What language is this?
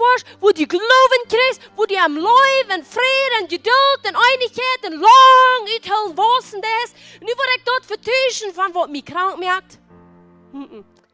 Plautdietsch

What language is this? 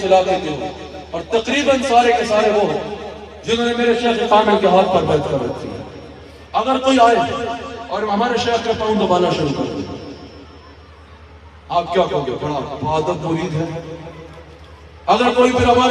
Urdu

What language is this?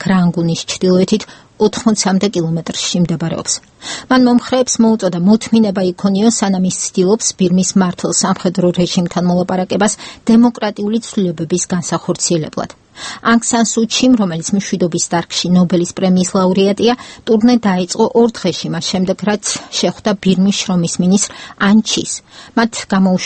Georgian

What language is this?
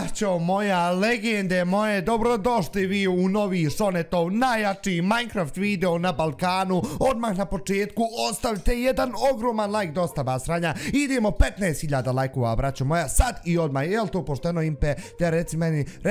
Bosnian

